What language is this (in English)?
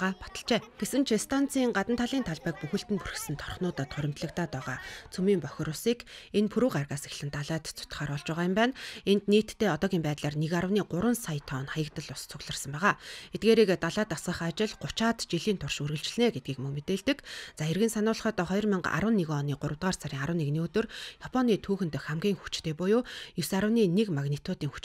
Mongolian